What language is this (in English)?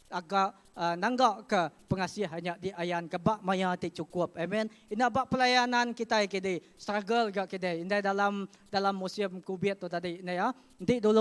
Iban